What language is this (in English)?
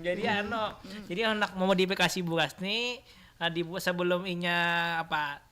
Banjar